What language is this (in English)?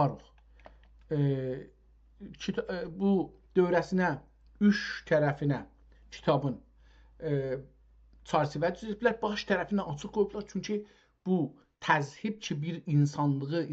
South Azerbaijani